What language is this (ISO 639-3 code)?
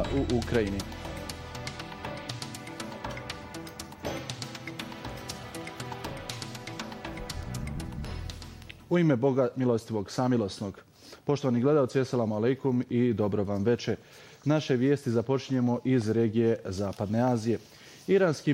bos